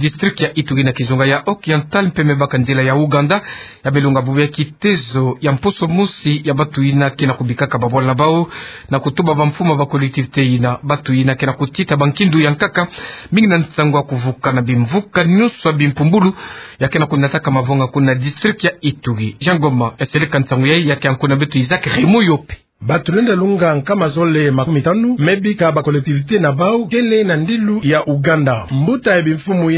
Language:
Kituba (Democratic Republic of Congo)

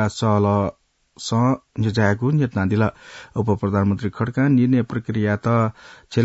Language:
Newari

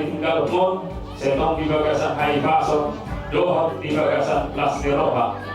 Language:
Batak Toba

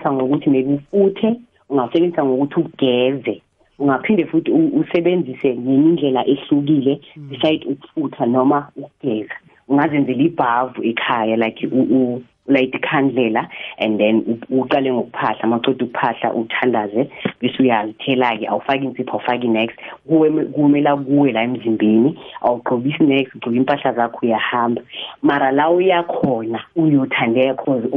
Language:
South Ndebele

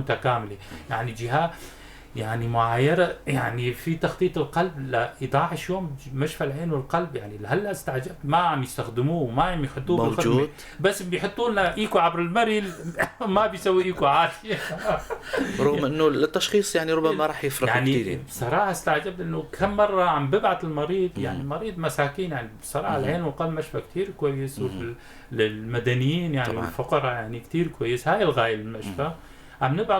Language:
North Levantine Arabic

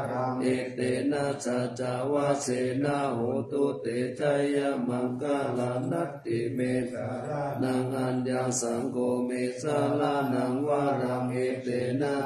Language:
Pali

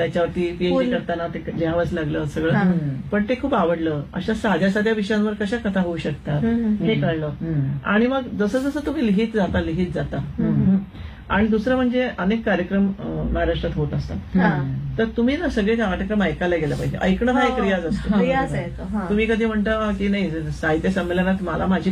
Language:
Marathi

